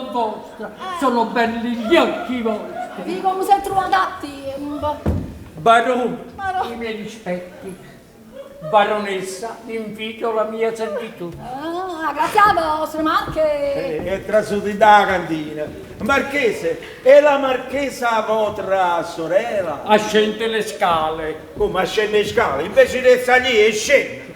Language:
Neapolitan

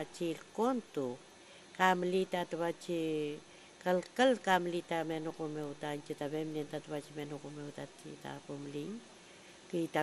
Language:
Mapuche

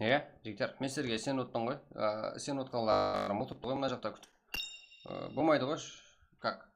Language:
Kara-Kalpak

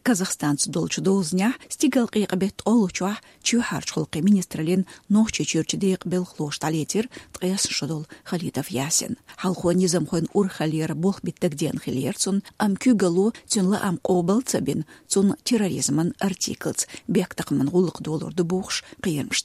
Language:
Chechen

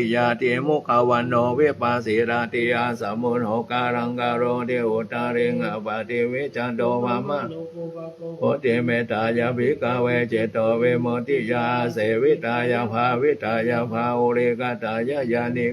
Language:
Pali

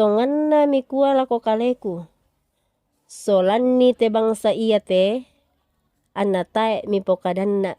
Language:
Toraja-Sa'dan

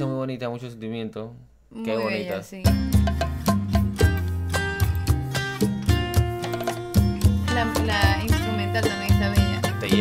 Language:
Spanish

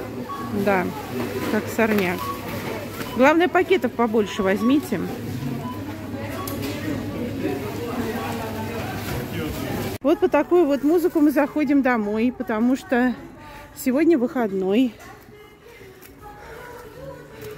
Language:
Russian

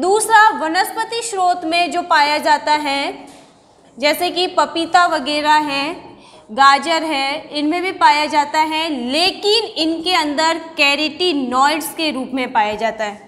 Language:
Hindi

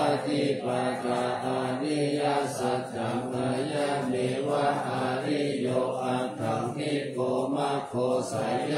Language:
Pali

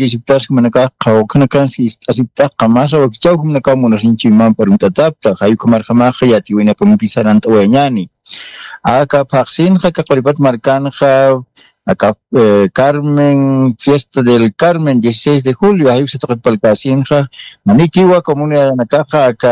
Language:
Aymara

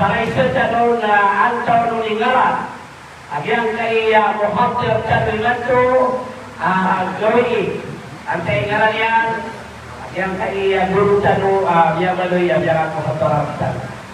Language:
Maranao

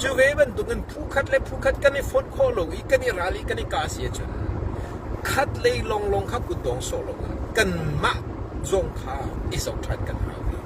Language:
Hakha Chin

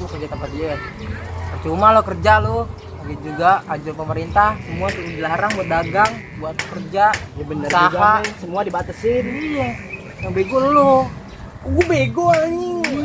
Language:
Betawi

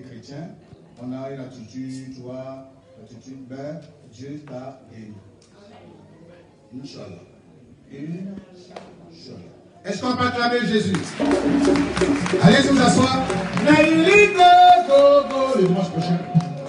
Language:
French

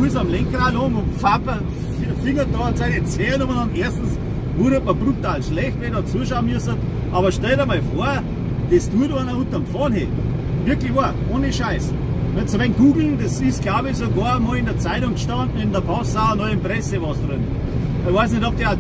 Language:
Bavarian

